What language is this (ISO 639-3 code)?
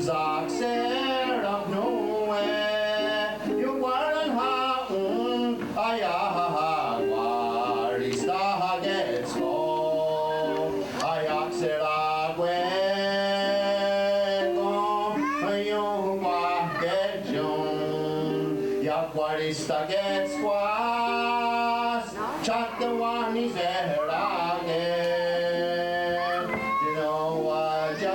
moh